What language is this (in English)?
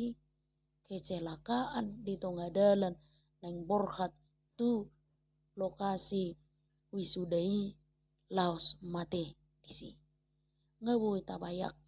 Batak Toba